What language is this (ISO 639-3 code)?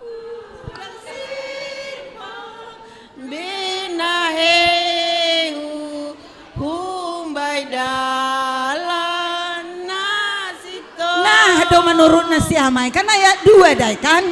bts